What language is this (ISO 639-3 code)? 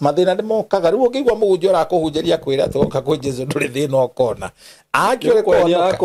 kik